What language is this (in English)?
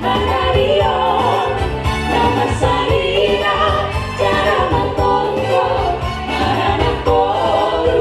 Batak Simalungun